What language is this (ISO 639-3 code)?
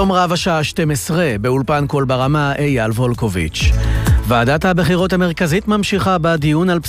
heb